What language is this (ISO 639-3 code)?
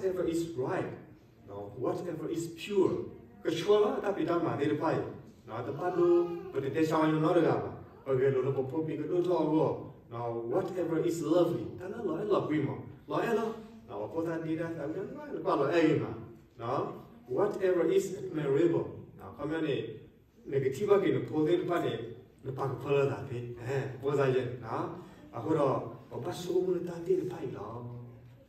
ksw